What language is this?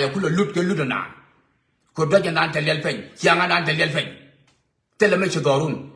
Nuer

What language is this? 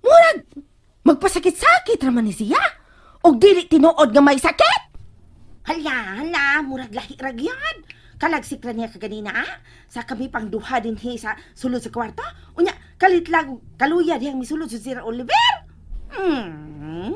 Cebuano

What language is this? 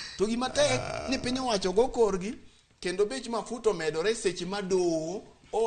Luo (Kenya and Tanzania)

